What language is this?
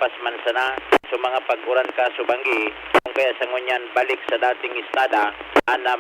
Bikol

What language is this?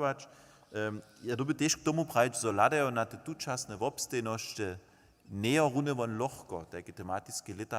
Upper Sorbian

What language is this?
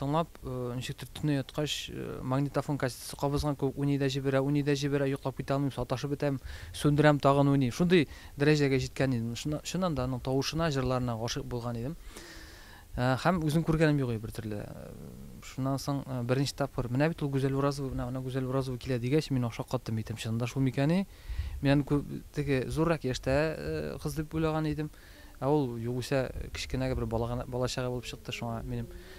Tatar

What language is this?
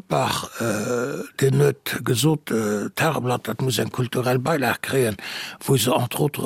Luxembourgish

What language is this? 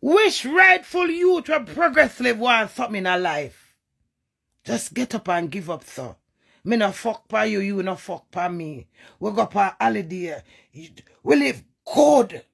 Jamaican Creole English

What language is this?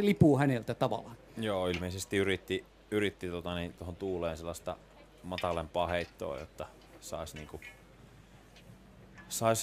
Finnish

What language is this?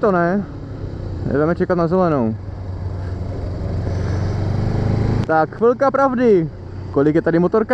Czech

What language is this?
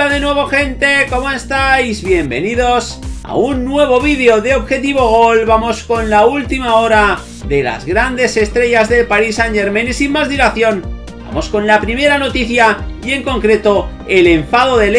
Spanish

